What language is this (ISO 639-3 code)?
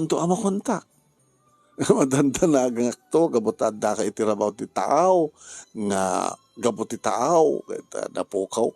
ilo